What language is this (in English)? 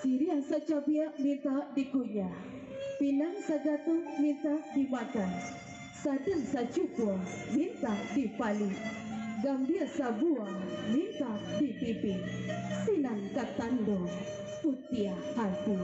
Minangkabau